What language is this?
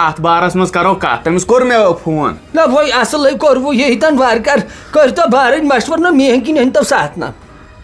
Kashmiri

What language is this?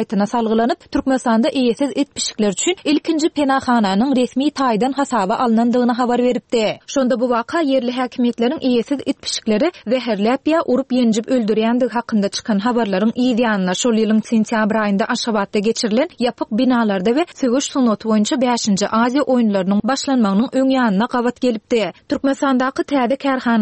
Turkmen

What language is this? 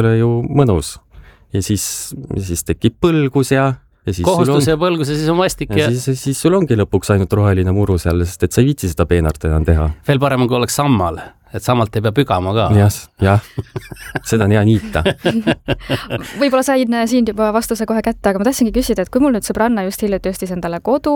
Estonian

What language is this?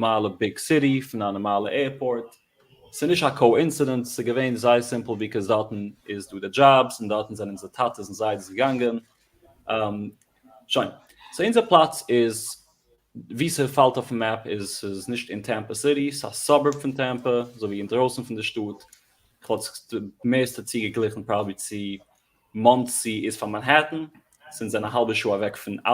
Yiddish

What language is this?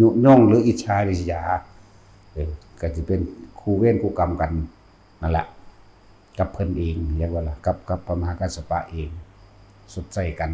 Northeastern Thai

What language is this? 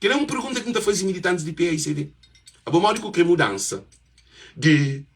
Kabuverdianu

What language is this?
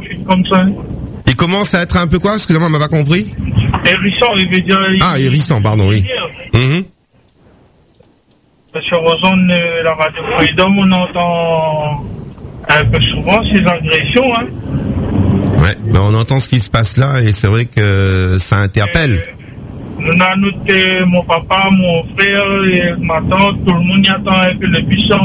French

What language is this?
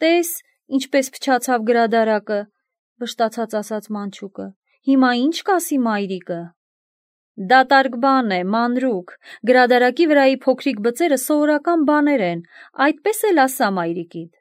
Armenian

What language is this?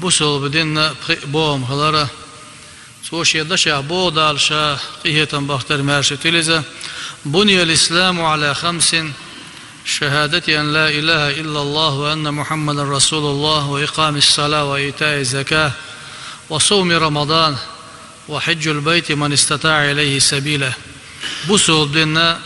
Chechen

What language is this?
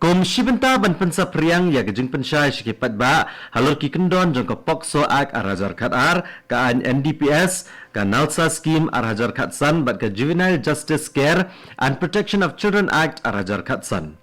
Khasi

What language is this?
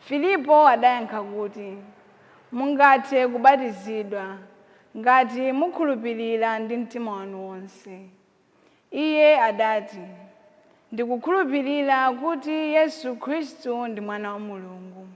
Nyanja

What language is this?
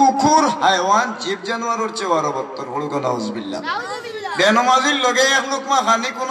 Sylheti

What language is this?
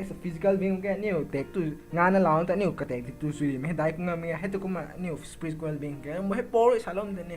Rongmei Naga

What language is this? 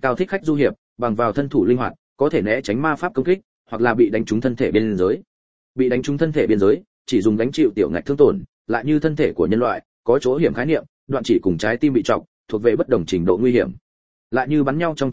Vietnamese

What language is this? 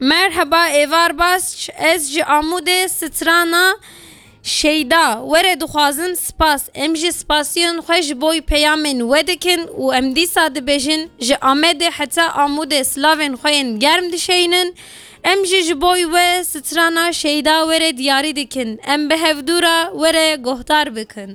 Kurdish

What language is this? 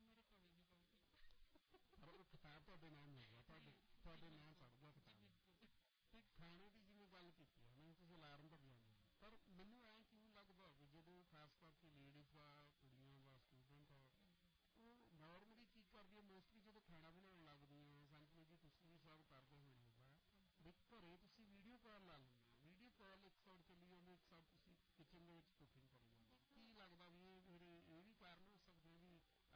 Punjabi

